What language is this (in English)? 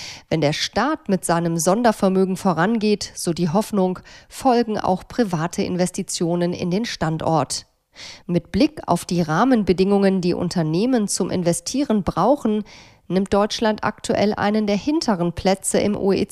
German